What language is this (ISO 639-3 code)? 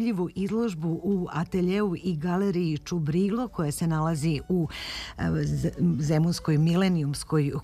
srp